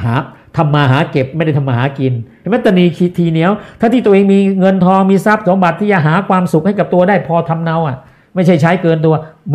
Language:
Thai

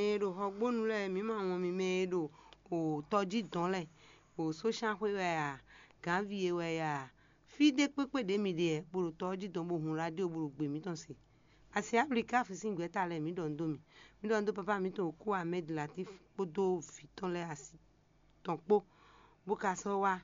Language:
Fon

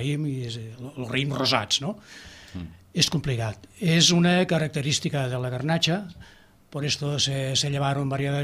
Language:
Catalan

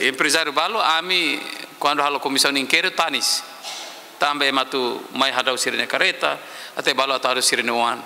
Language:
Tetum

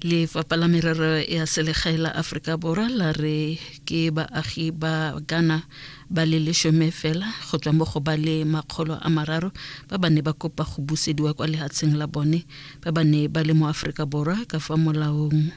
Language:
Tswana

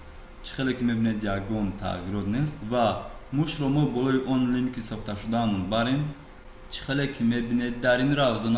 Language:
Tajik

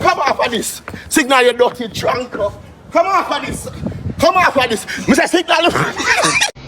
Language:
Jamaican Creole English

